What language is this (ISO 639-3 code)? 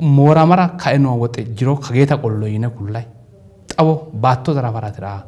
sid